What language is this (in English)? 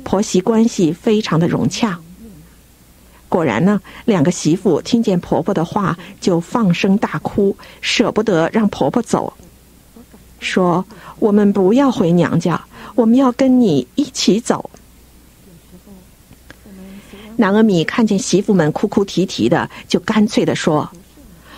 Chinese